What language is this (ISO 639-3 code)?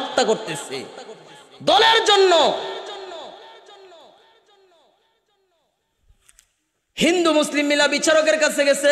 ben